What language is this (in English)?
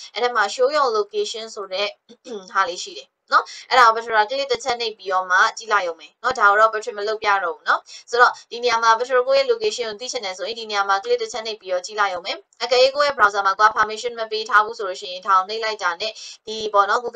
Burmese